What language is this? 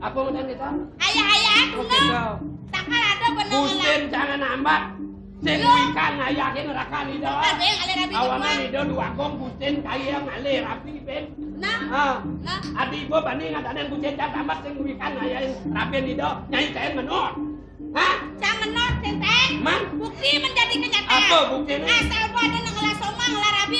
Balinese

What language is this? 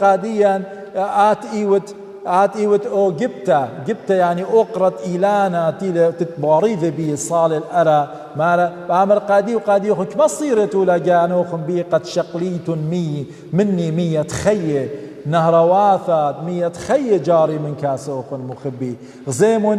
Assyrian Neo-Aramaic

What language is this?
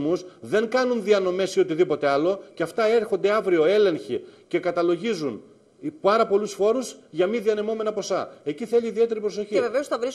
Greek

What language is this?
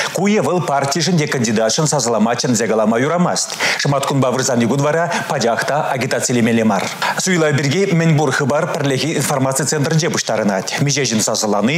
Chuvash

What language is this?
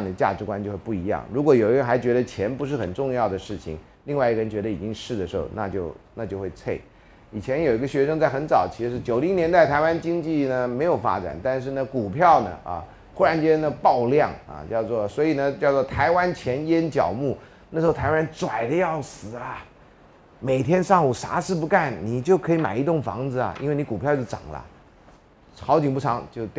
Chinese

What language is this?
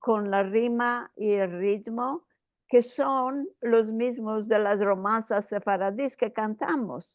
Ladino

